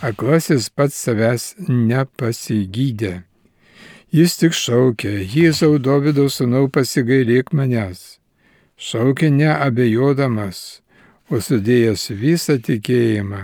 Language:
Lithuanian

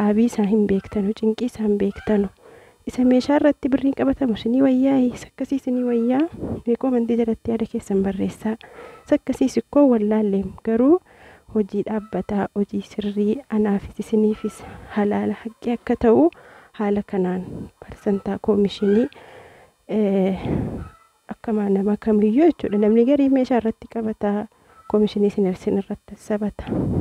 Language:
Oromo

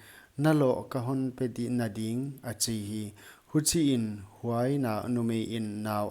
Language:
Paite Chin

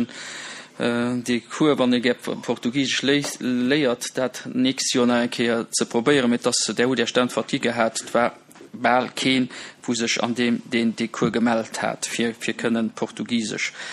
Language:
Luxembourgish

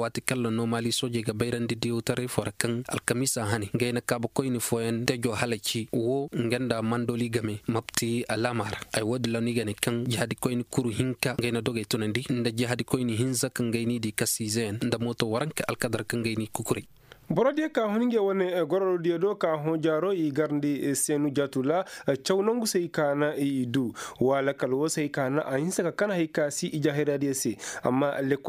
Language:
Koyraboro Senni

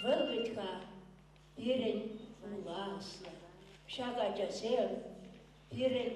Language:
Chuvash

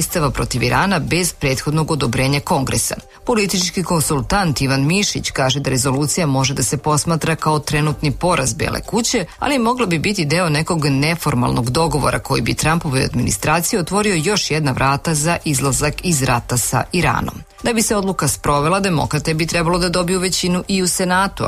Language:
Serbian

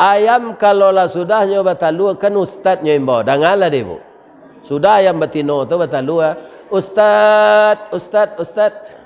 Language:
Minangkabau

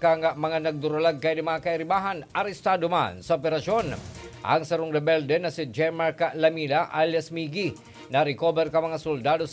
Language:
Bikol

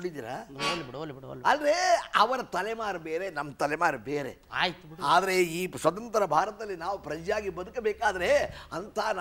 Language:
Kannada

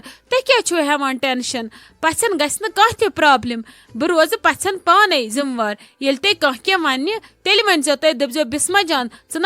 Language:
Kashmiri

